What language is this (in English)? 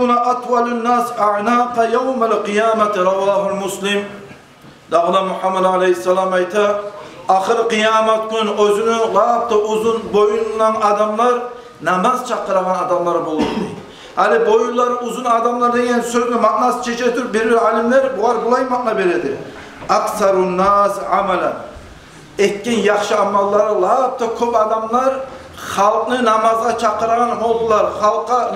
Kumyk